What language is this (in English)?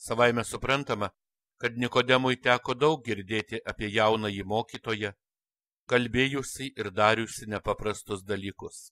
Lithuanian